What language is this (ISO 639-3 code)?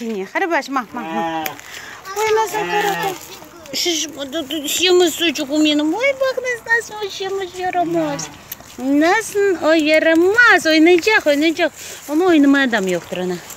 crh